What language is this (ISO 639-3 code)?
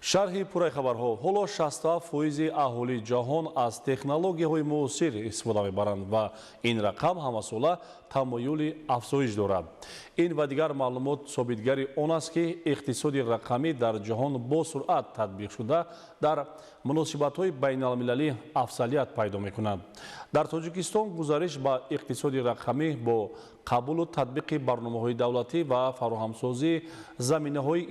tgk